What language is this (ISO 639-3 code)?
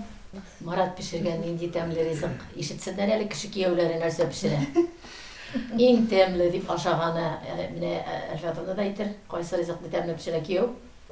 tat